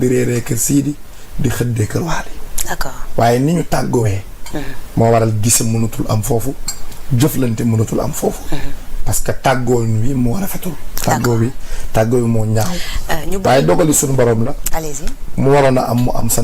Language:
Wolof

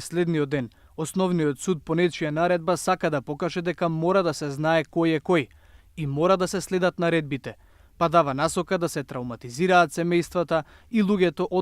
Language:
Macedonian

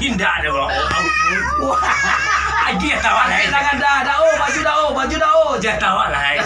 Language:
Minangkabau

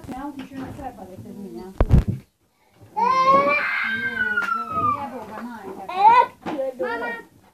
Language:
Bosnian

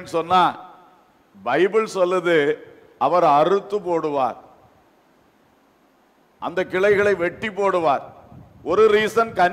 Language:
Tamil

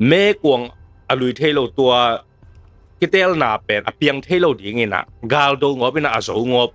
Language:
Tedim Chin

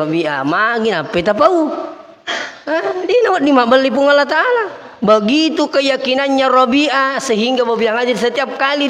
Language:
Buginese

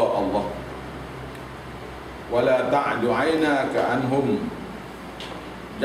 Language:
Malay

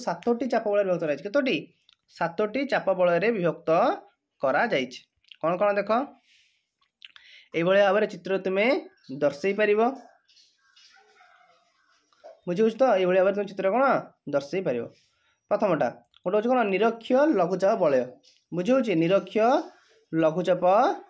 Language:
Odia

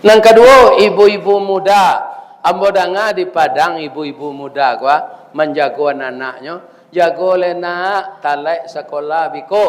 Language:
Minangkabau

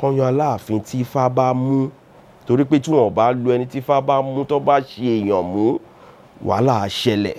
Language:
Yoruba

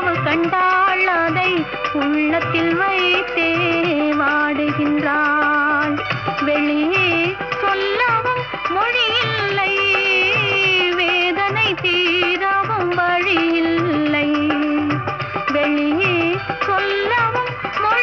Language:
Tamil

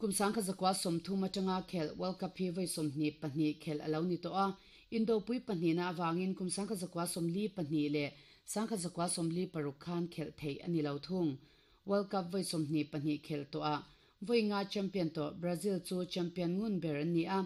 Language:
Mizo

